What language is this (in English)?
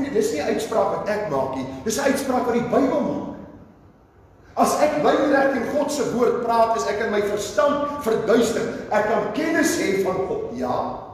Afrikaans